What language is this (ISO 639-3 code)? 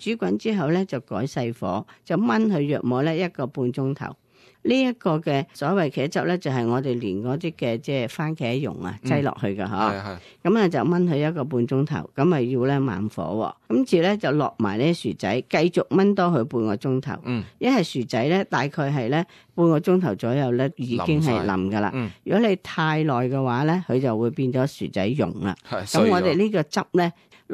yue